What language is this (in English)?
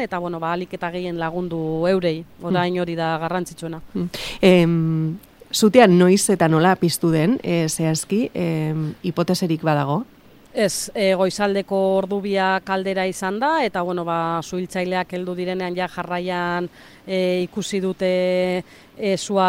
Basque